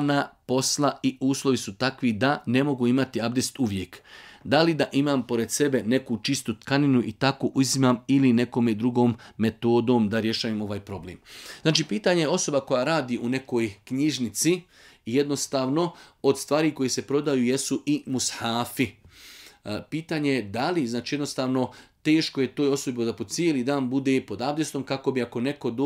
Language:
Bosnian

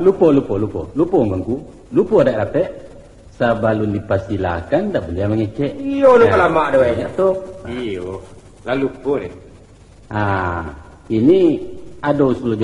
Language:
Minangkabau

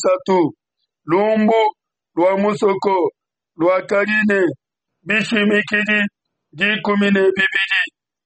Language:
Luba-Lulua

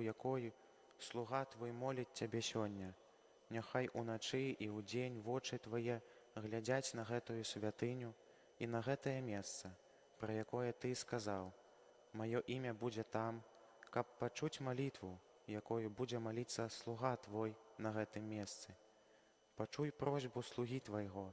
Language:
Belarusian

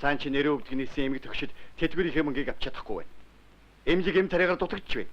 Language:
Mongolian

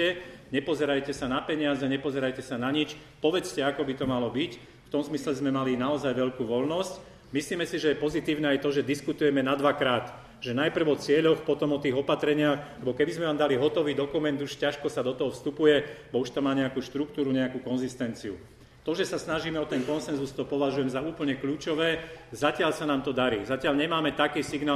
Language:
Slovak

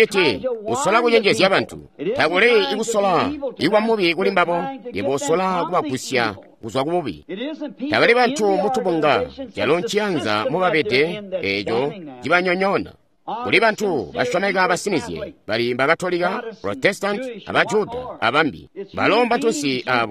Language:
Tonga (Zambia)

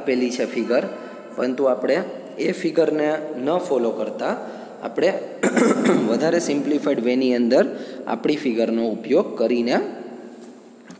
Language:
Gujarati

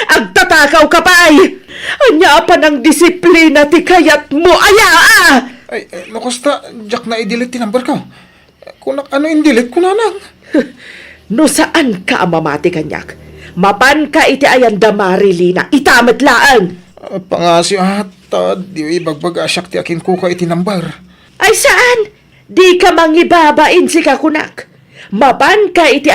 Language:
Iloko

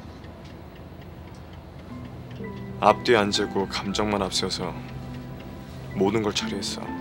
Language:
Korean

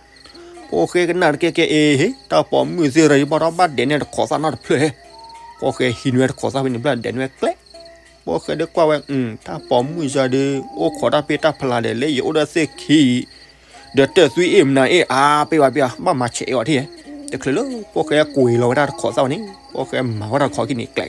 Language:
S'gaw Karen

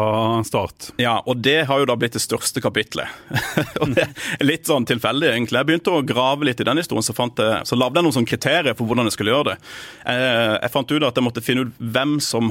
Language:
Norwegian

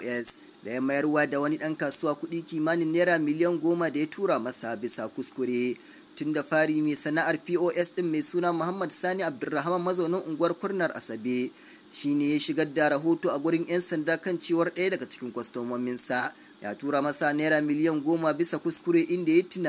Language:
Hausa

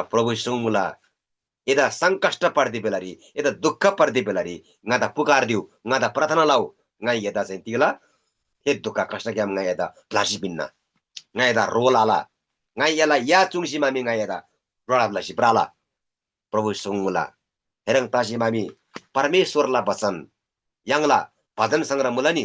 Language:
Eastern Tamang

